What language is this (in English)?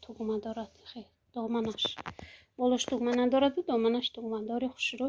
Tajik